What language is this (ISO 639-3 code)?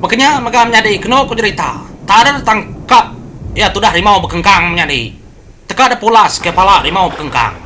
iba